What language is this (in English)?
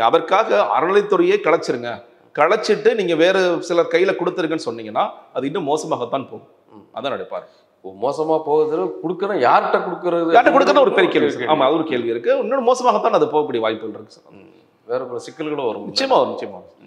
Tamil